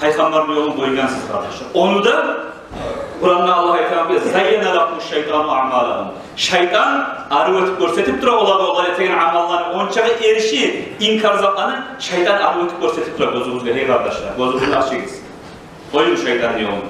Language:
Kumyk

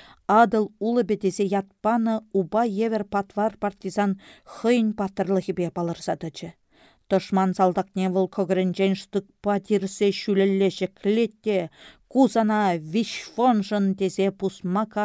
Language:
Chuvash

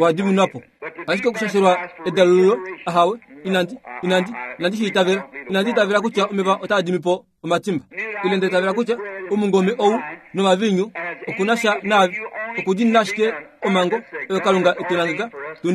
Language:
Kuanyama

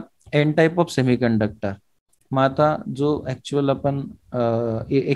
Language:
Marathi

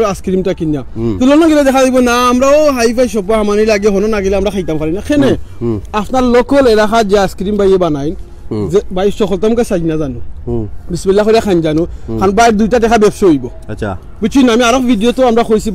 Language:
Sylheti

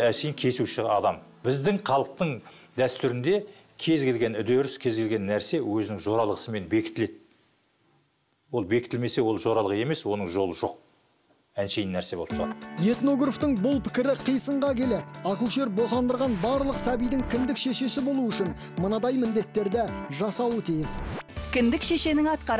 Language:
Kazakh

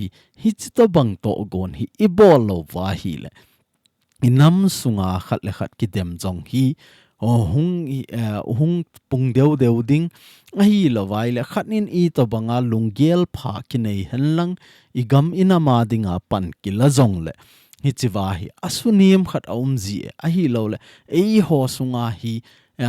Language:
Thado Chin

